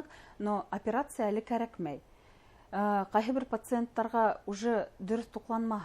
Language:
Bashkir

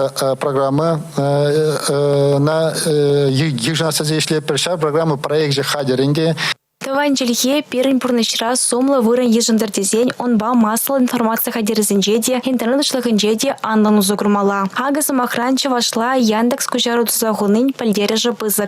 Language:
Chuvash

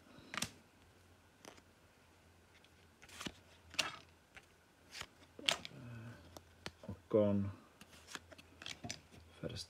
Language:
Czech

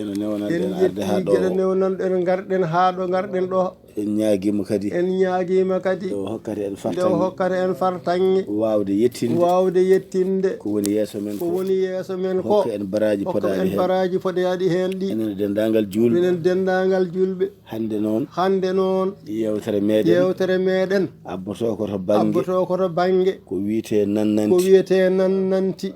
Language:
Fula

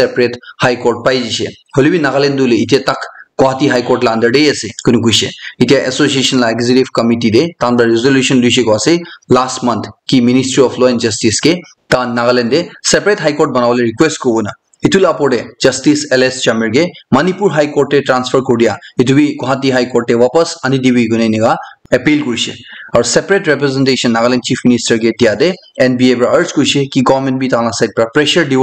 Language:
Naga Pidgin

